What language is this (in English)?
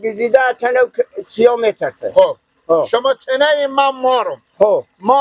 Persian